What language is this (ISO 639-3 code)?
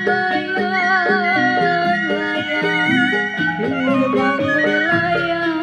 bew